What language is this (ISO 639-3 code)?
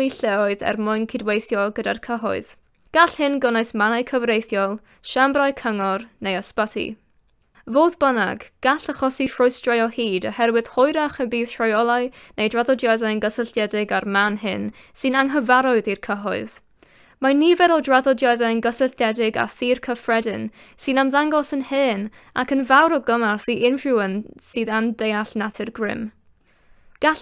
cym